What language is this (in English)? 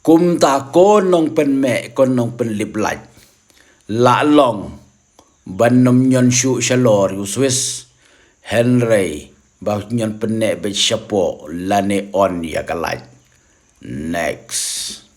Khasi